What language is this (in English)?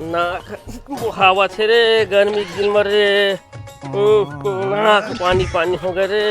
Chhattisgarhi